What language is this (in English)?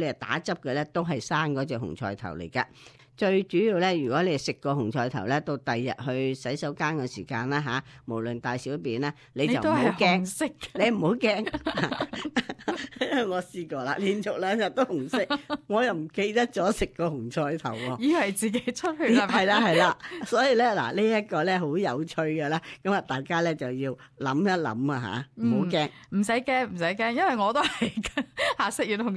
Cantonese